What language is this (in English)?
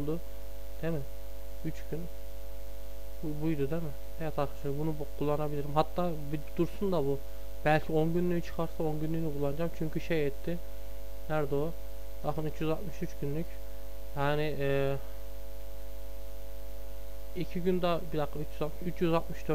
Turkish